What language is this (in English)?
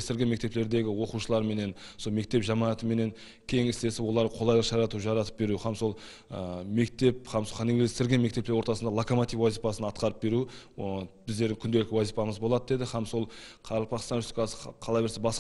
Kara-Kalpak